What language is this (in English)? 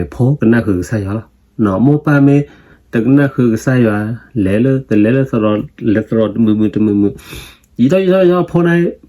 S'gaw Karen